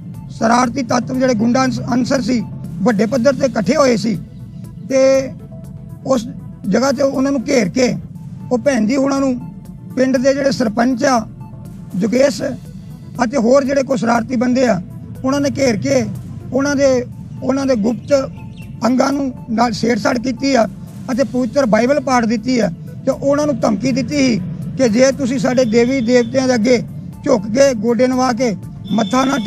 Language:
Punjabi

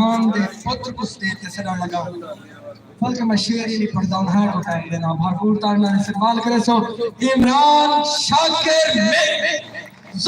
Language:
Saraiki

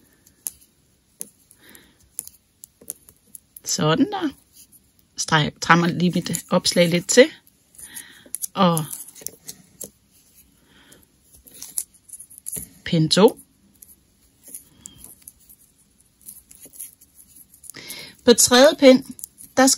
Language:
Danish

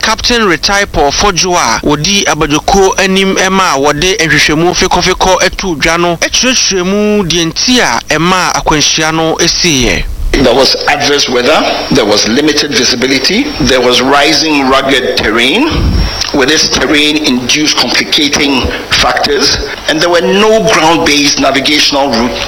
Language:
Akan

